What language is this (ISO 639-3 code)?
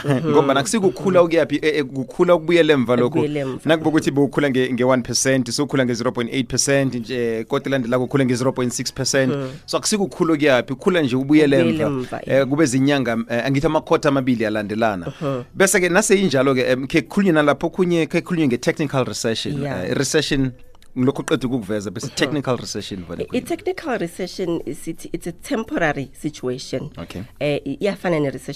nbl